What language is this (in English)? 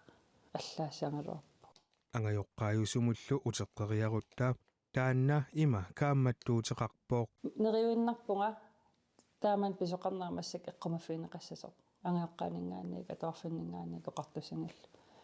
Kalaallisut